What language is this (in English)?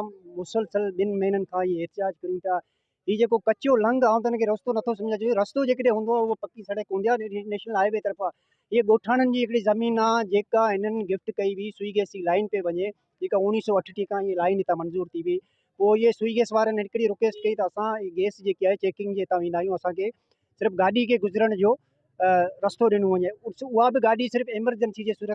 Sindhi